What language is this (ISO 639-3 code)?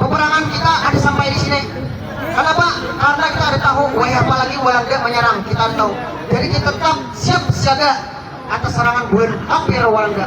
bjn